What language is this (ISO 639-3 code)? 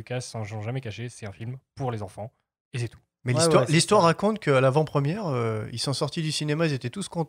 fra